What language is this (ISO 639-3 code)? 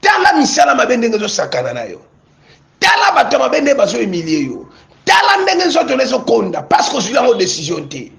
lin